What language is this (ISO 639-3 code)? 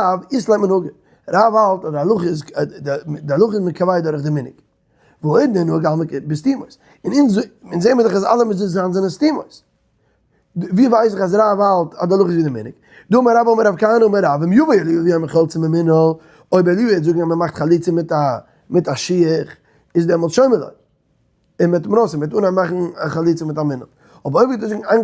yid